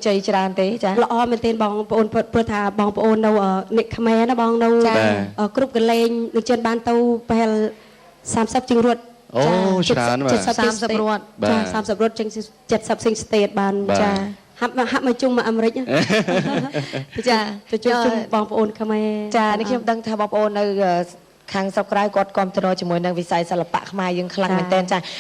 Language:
Khmer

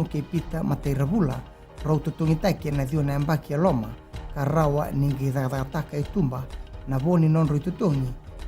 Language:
Fijian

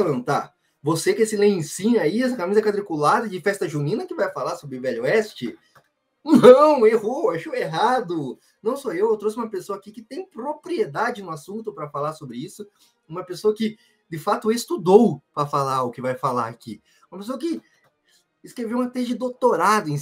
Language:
Portuguese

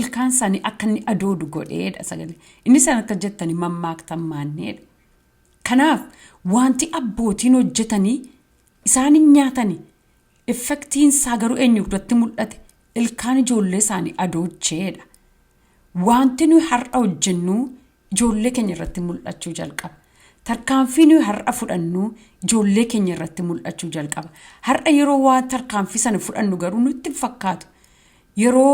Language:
Oromo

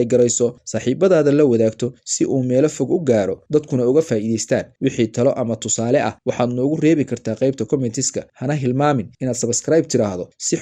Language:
Somali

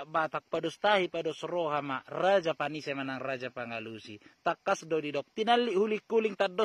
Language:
Batak Toba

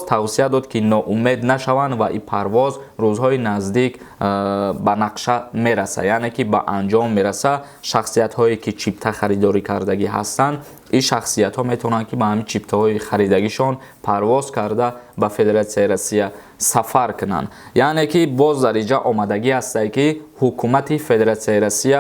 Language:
Tajik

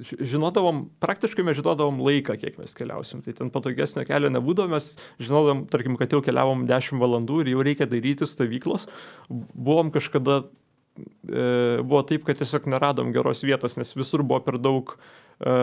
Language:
Lithuanian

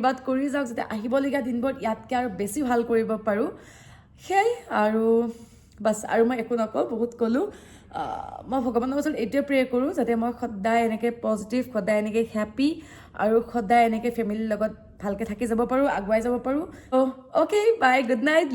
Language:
Assamese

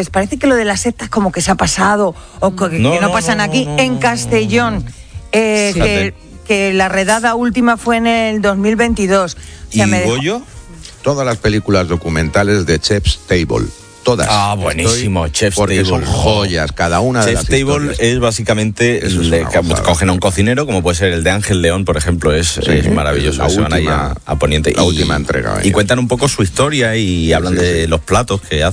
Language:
Spanish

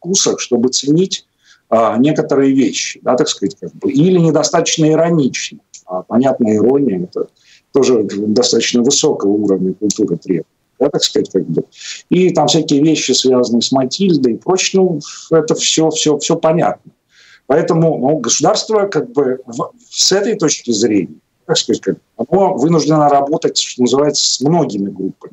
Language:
Russian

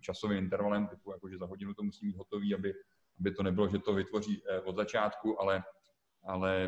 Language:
Czech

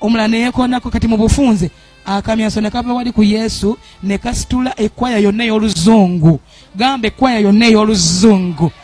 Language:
Ganda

